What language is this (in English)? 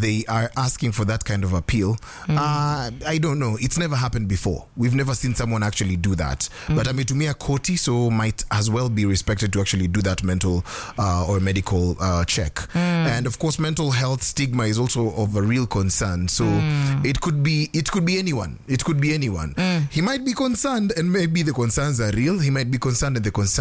Swahili